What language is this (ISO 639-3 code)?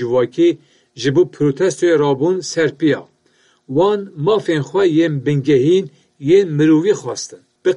kur